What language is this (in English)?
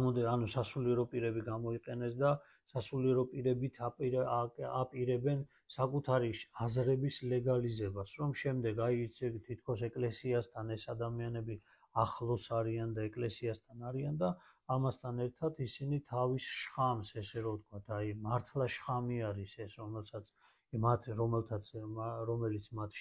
Georgian